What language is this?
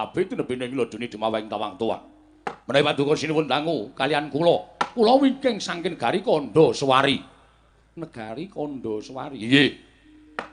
Javanese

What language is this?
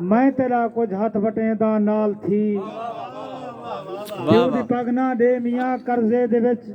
Saraiki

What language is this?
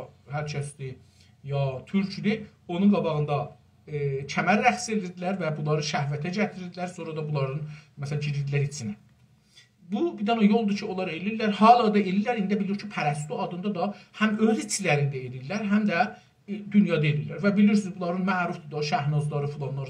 South Azerbaijani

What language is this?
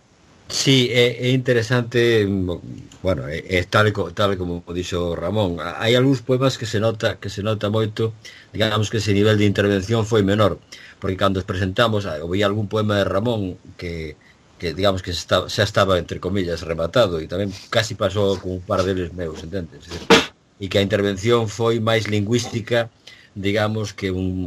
Galician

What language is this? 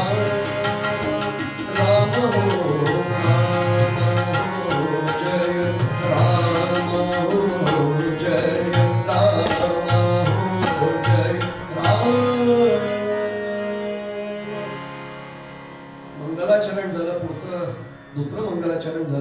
Marathi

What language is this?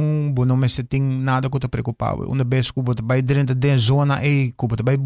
Papiamento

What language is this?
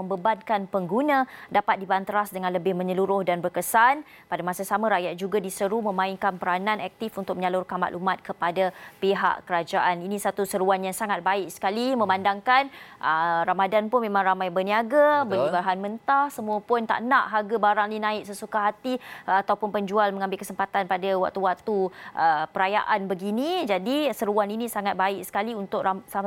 Malay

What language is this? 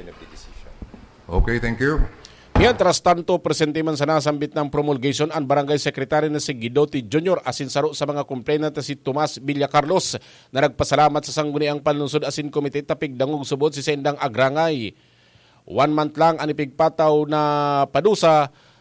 Bikol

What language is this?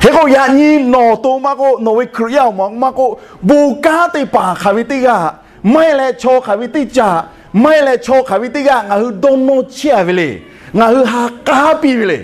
Lahu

